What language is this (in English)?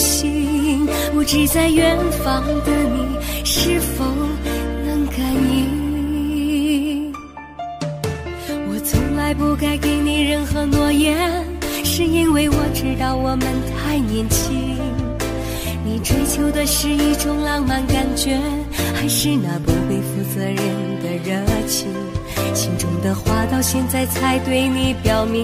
Chinese